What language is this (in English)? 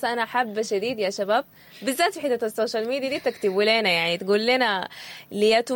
Sudanese Arabic